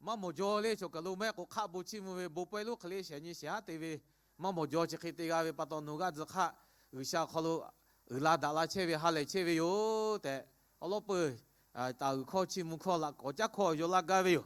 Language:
Lahu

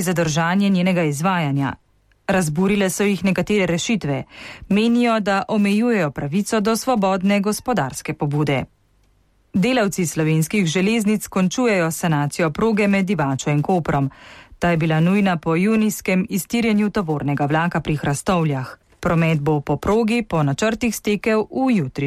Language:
Slovenian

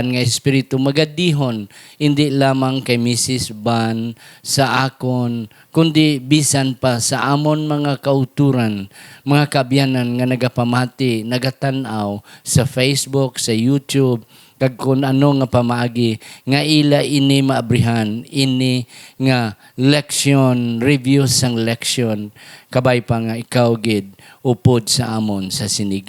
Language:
Hiligaynon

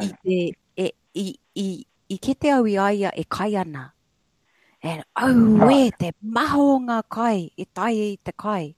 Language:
Māori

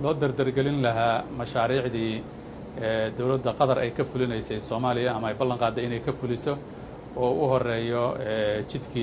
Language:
Somali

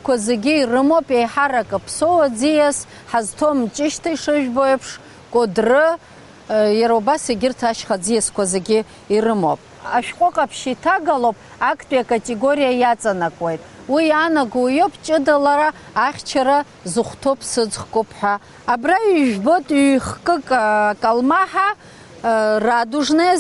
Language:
Abkhazian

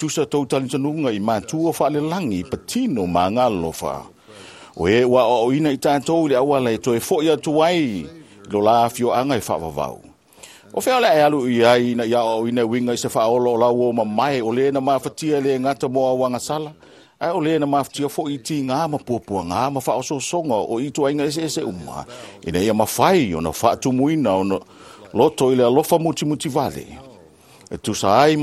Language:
Samoan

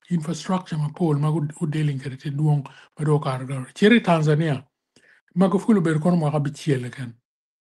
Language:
Acoli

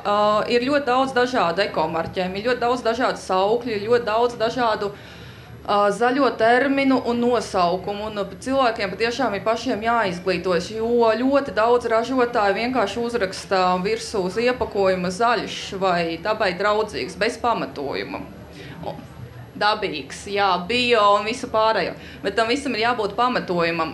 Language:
Latvian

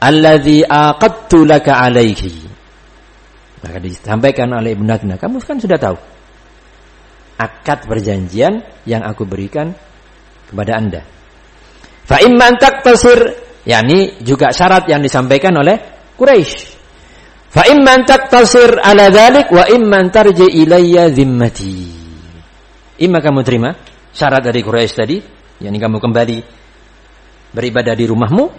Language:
Indonesian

